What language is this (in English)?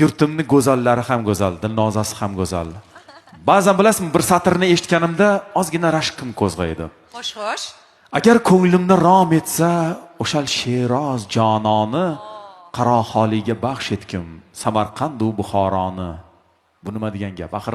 Uzbek